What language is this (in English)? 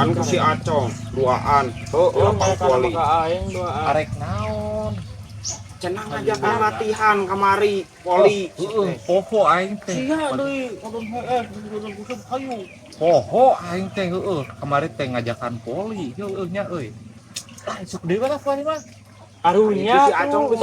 Sundanese